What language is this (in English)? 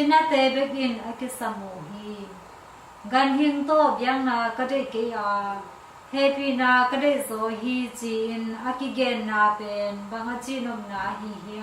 Tedim Chin